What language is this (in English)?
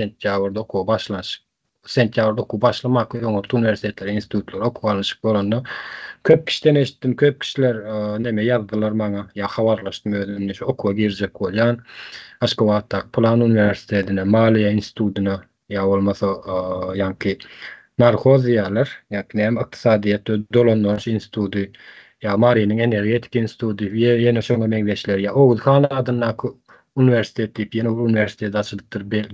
Turkmen